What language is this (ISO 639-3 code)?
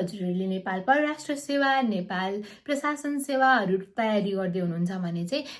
nep